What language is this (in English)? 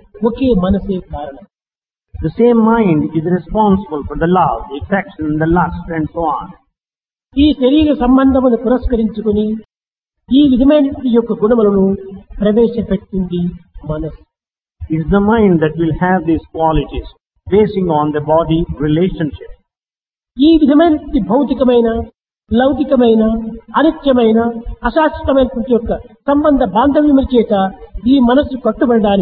Telugu